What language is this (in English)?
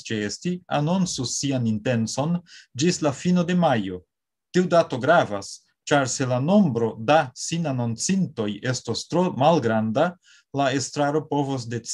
Esperanto